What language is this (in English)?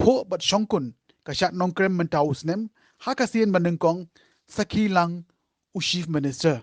Khasi